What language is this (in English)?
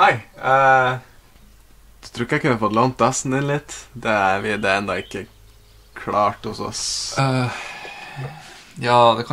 Norwegian